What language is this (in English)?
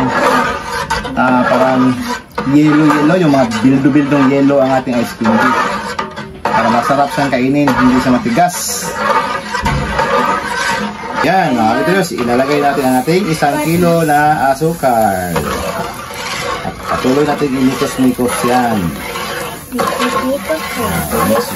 Filipino